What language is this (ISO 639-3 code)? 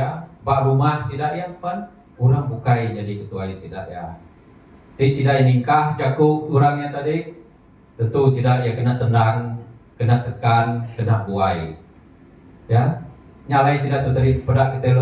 iba